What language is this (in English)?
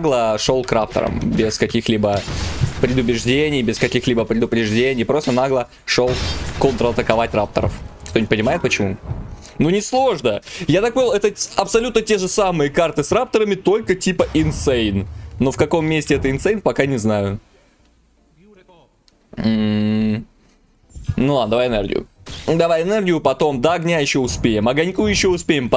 Russian